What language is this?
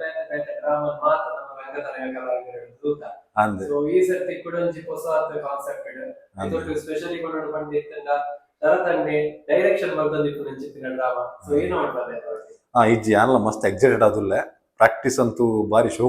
Tulu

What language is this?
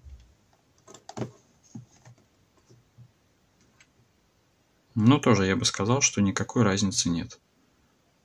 Russian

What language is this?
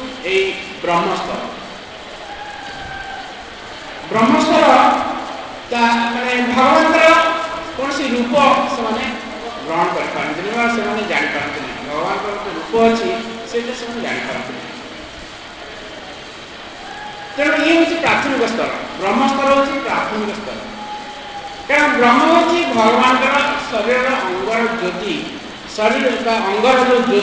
Odia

